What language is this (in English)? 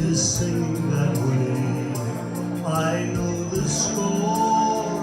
Tongan